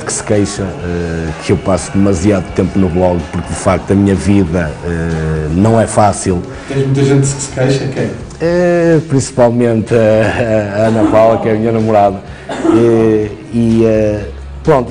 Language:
Portuguese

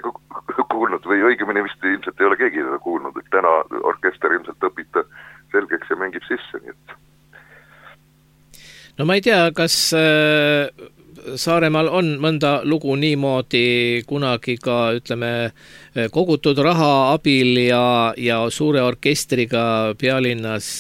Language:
Estonian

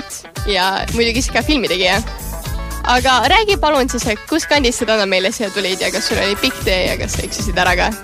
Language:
Estonian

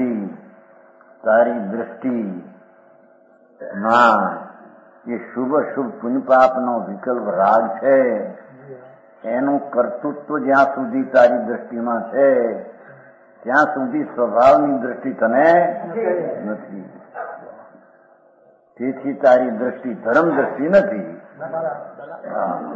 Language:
Gujarati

